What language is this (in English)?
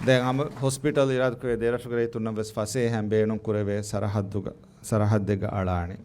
Divehi